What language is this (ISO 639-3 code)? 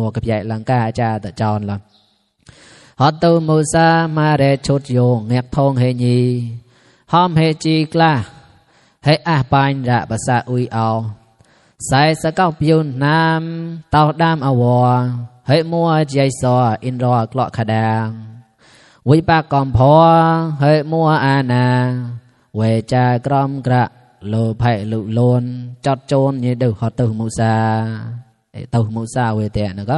mnw